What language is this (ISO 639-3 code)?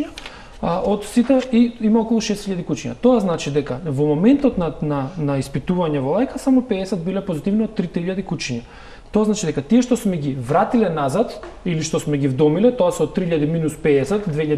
mkd